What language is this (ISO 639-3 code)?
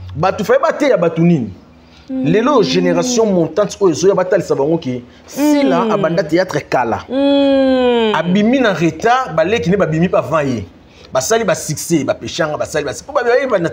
lin